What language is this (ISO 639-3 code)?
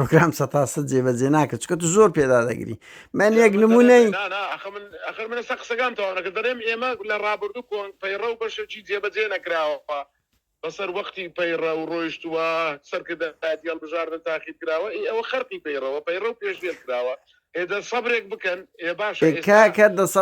ckb